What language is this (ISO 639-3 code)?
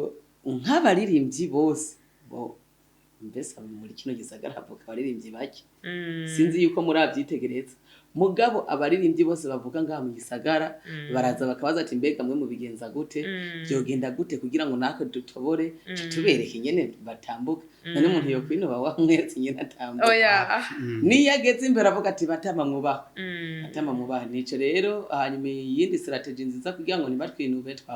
run